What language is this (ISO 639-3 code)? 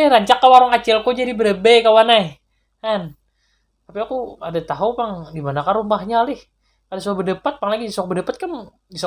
bjn